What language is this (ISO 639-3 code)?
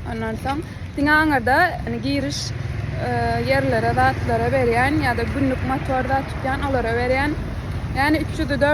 tuk